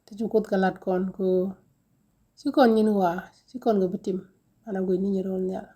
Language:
Nuer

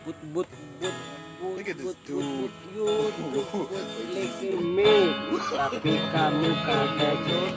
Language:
Banjar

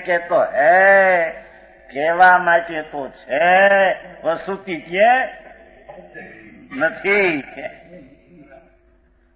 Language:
Gujarati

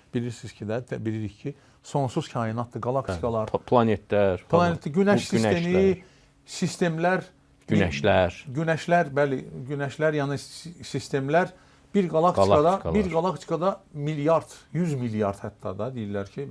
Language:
Azerbaijani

